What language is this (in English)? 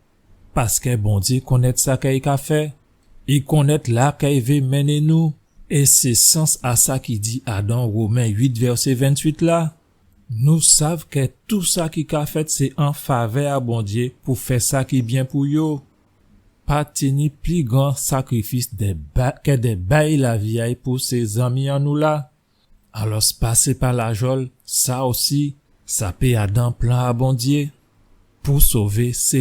Guadeloupean Creole French